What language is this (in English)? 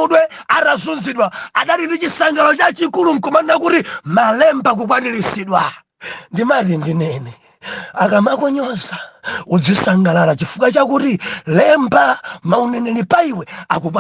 Nyanja